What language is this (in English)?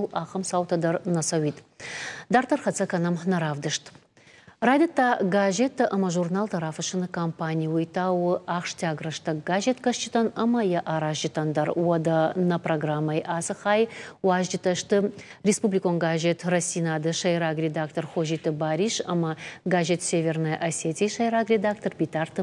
Ossetic